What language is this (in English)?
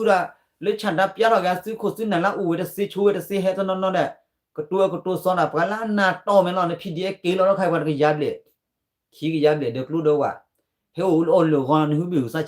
S'gaw Karen